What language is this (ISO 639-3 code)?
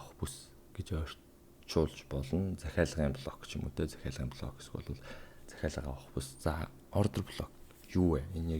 mon